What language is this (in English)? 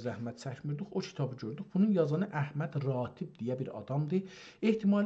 South Azerbaijani